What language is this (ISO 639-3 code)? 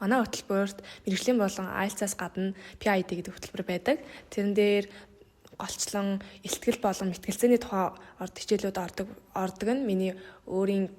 mon